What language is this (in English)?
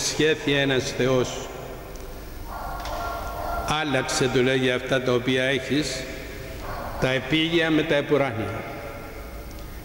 Greek